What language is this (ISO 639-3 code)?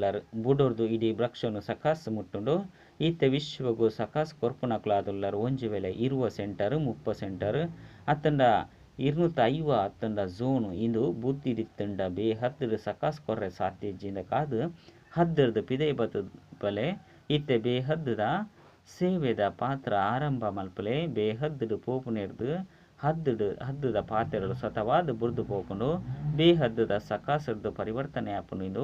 tcy